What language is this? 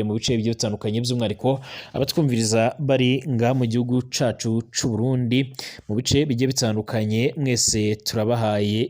Rundi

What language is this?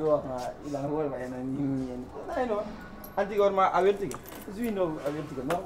Pular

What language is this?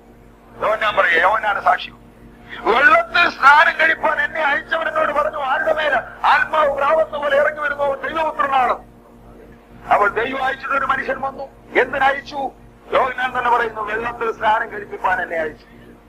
Malayalam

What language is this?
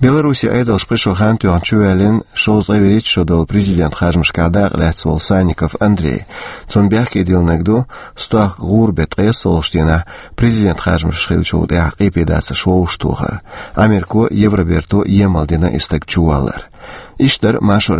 Chechen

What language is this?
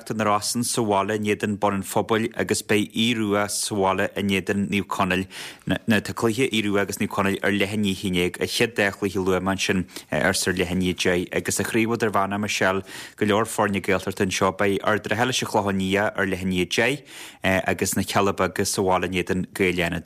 Irish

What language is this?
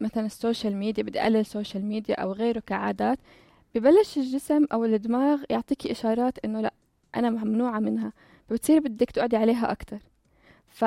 North Levantine Arabic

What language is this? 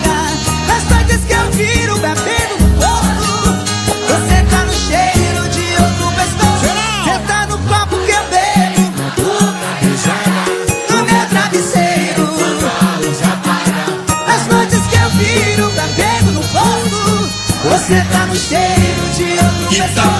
Portuguese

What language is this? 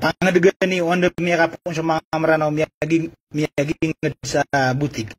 Maranao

